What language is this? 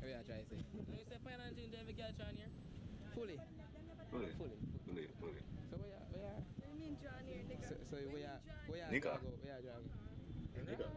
Jamaican Creole English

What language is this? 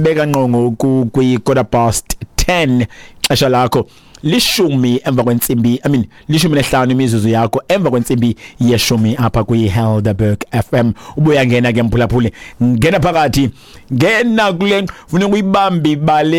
Xhosa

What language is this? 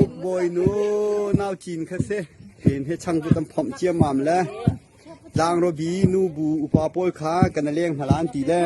Hakha Chin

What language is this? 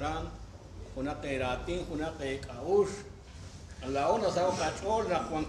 Kekchí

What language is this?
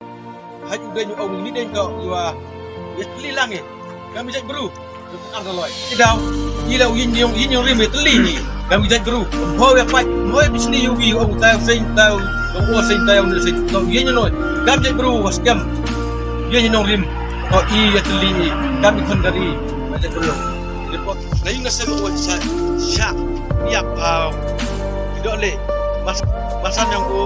Khasi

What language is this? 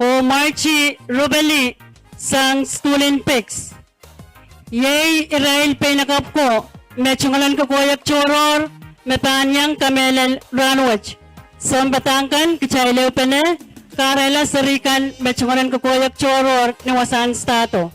Pohnpeian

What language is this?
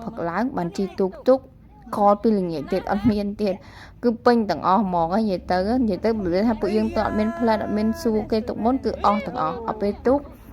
Khmer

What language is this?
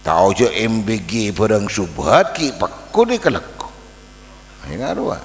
Madurese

